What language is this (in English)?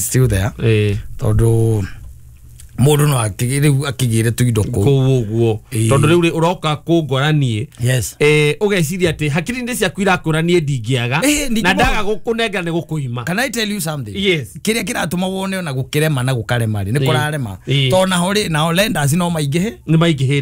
Kikuyu